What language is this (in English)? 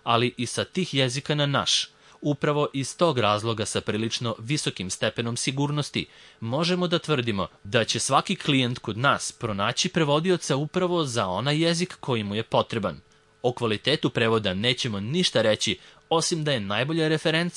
Serbian